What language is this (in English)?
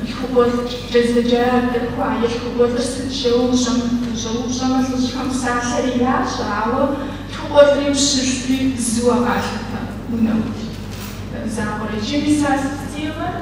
Kabardian